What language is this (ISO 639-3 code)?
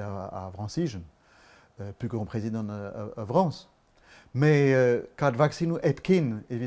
bre